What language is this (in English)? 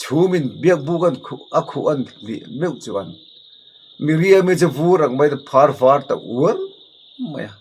Mizo